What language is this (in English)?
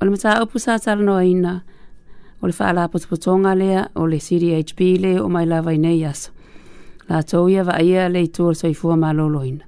Samoan